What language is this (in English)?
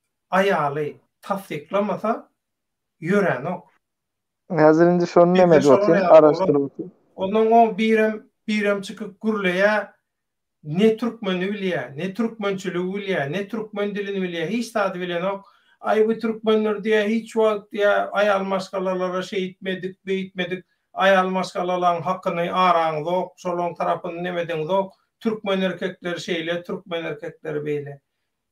Turkmen